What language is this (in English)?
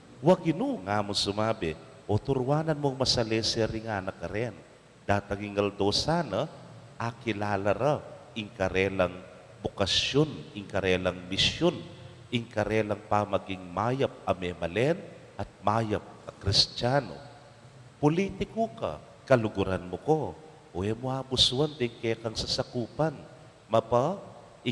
Pampanga